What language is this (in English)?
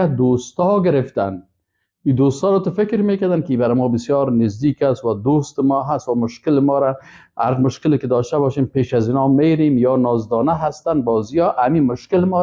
Persian